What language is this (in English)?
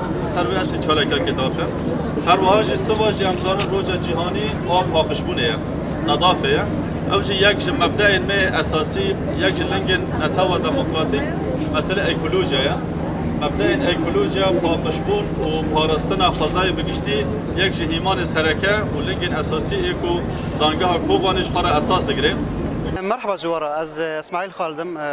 Kurdish